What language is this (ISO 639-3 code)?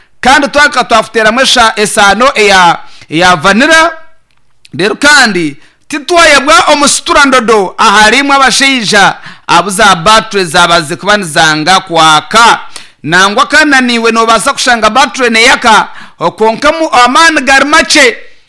nyn